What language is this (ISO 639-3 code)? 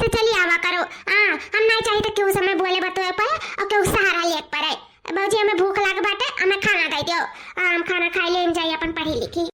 awa